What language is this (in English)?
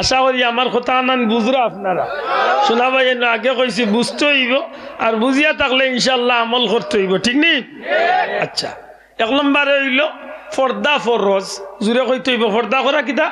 Sylheti